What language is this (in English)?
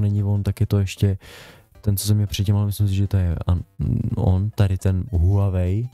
Czech